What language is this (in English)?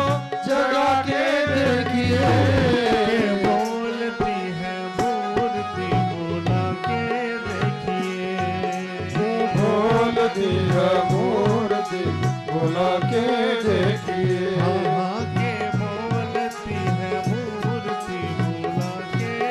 Hindi